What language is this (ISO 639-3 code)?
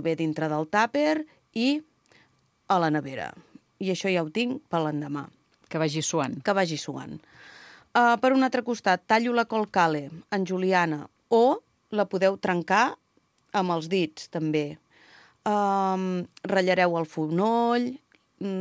cat